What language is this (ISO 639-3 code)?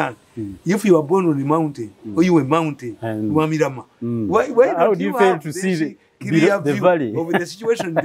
eng